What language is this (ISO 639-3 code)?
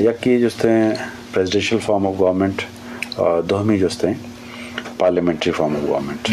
bgp